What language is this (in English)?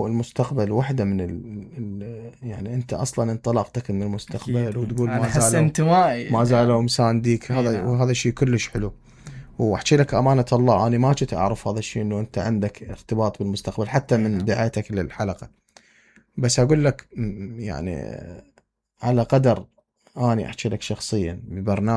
Mesopotamian Arabic